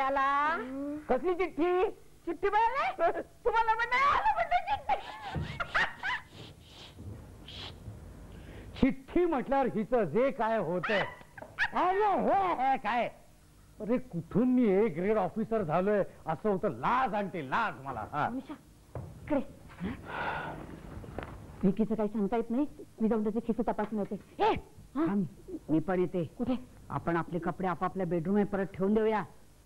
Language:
Marathi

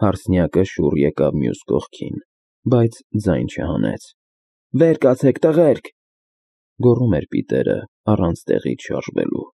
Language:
Armenian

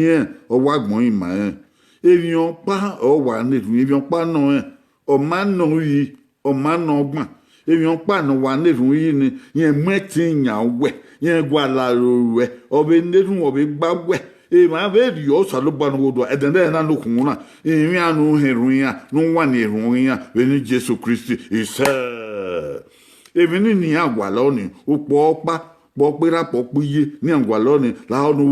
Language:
Bini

